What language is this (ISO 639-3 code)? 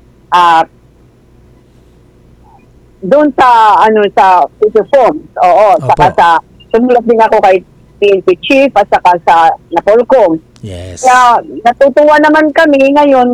fil